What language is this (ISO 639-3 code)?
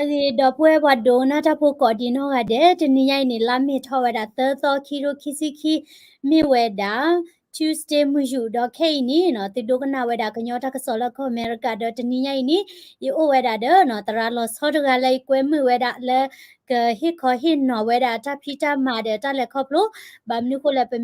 ksw